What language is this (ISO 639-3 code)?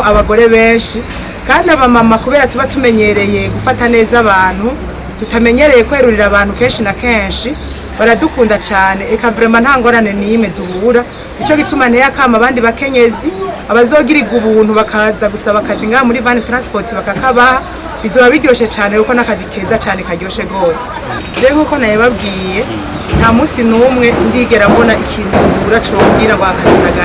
run